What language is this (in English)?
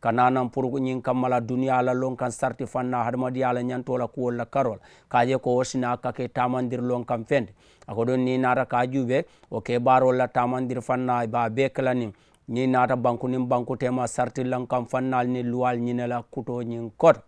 Mandingo